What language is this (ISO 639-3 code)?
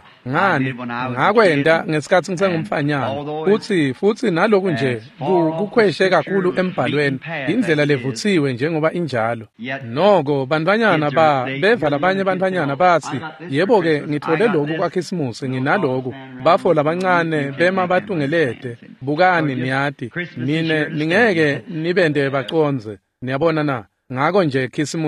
ssw